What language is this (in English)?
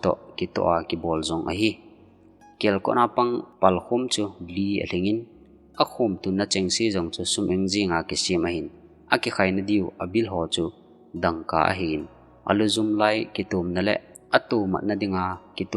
Thado Chin